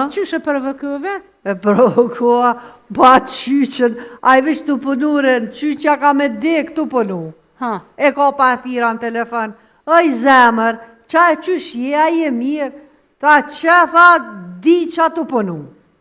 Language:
Albanian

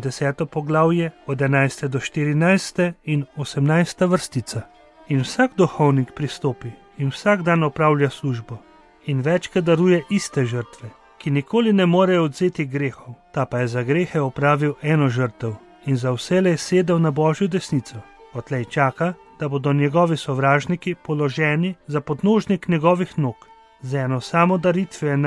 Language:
Slovenian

